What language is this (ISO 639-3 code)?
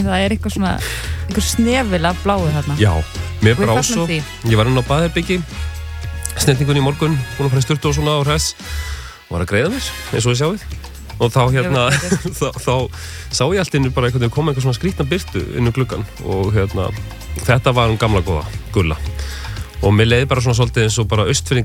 isl